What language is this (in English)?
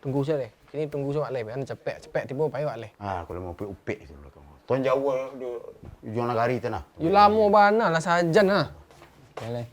Minangkabau